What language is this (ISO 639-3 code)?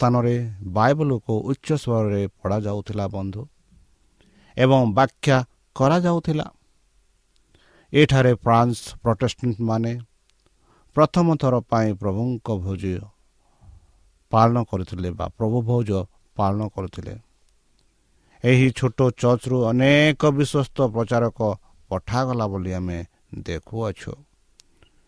ori